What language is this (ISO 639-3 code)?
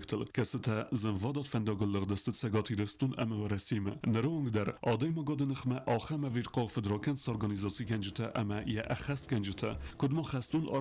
oss